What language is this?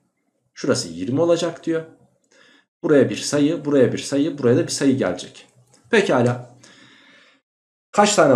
Turkish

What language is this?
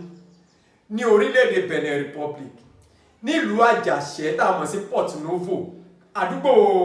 Yoruba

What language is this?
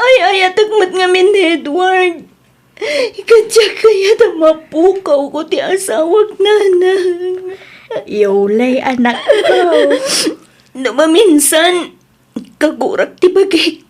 Iloko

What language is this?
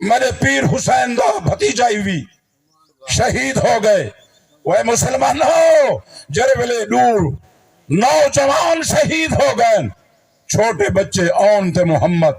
Saraiki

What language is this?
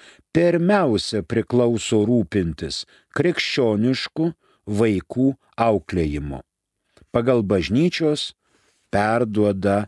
Lithuanian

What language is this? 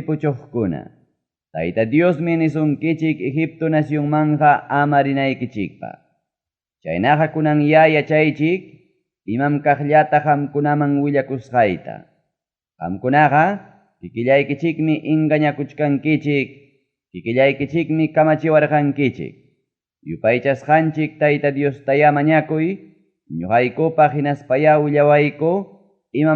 Ayacucho Quechua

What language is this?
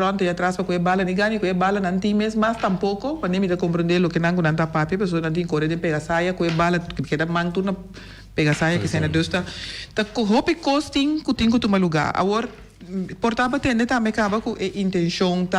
Papiamento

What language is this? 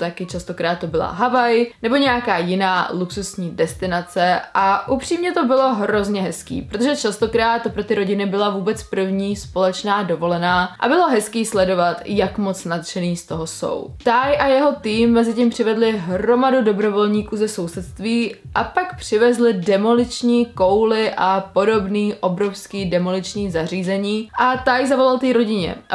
Czech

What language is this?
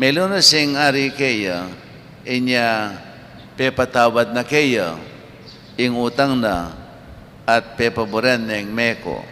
Pampanga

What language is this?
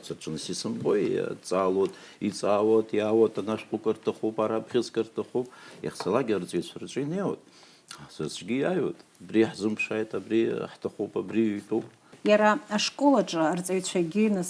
Abkhazian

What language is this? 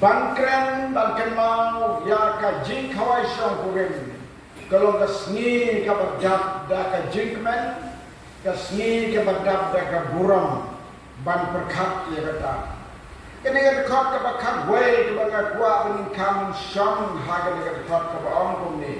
Khasi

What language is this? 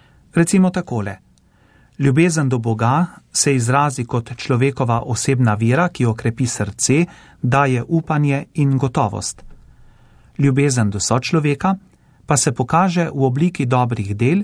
Slovenian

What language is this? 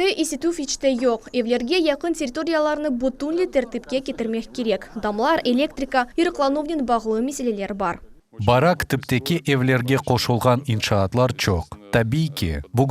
Crimean Tatar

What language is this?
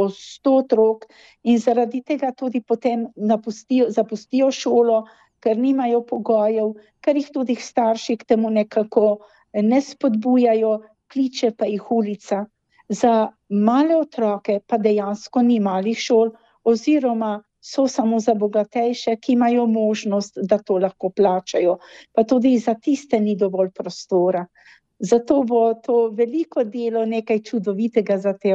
Slovenian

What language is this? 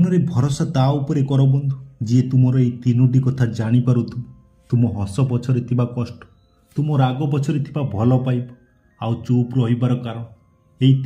Odia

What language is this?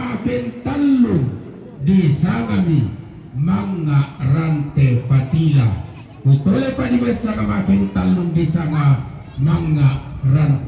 Toraja-Sa'dan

